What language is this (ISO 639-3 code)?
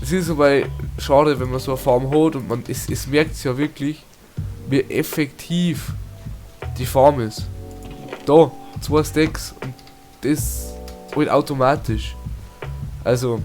bar